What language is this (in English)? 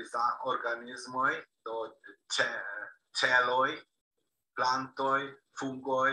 Esperanto